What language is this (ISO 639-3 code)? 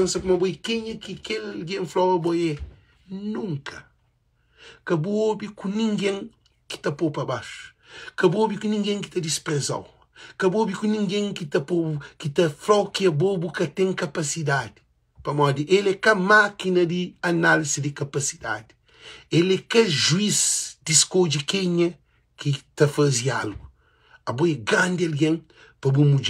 kea